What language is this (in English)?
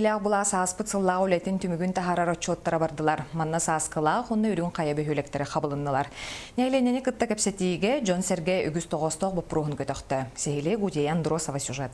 Yakut